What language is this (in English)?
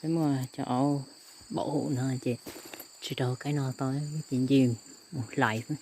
Hmong